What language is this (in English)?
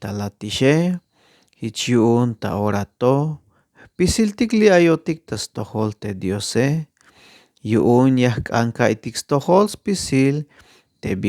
Tzeltal